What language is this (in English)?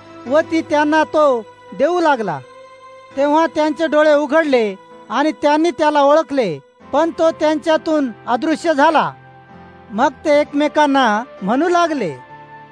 Marathi